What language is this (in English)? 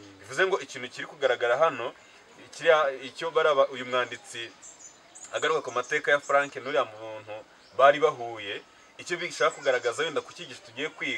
Kinyarwanda